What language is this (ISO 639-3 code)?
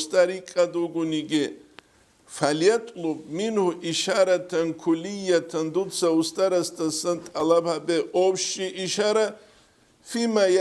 ava